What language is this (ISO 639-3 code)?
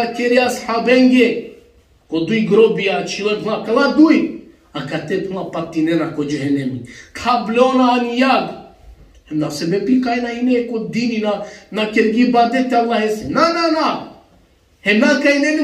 rmn